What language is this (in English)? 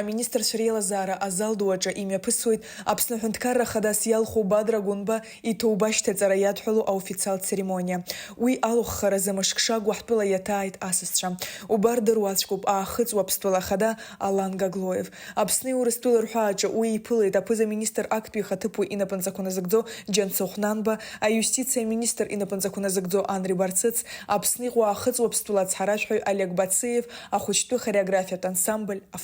Abkhazian